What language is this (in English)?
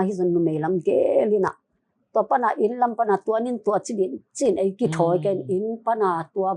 Tedim Chin